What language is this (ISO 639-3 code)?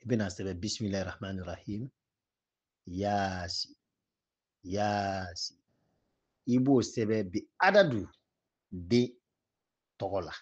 bam